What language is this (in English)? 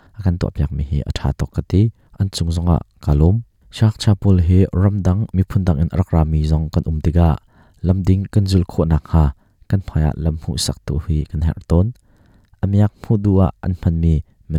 Hakha Chin